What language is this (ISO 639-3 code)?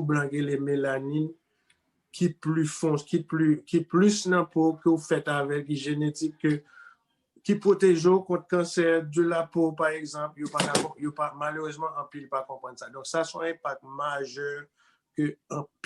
hat